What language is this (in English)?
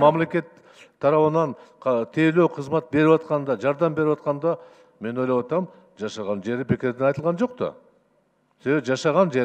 Kyrgyz